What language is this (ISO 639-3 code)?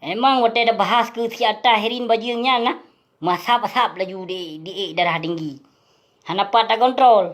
ace